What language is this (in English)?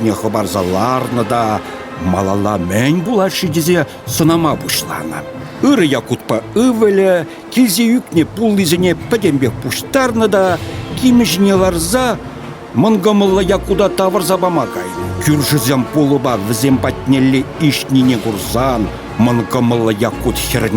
Chuvash